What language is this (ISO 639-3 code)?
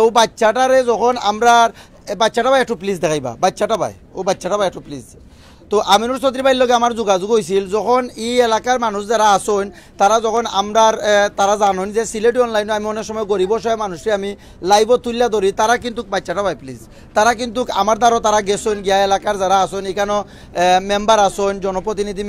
syl